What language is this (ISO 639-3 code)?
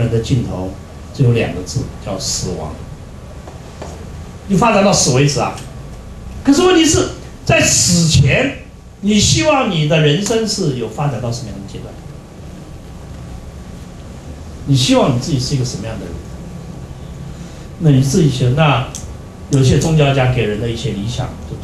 zho